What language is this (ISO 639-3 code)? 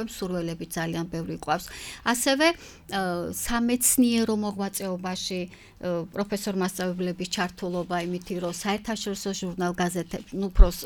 kat